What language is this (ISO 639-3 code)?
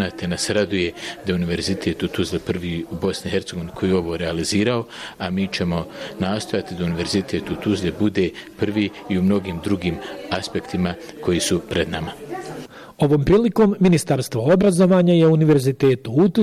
bos